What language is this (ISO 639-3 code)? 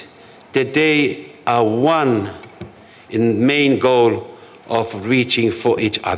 ton